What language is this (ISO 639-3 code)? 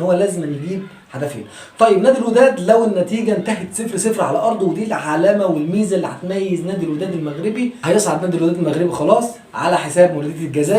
arz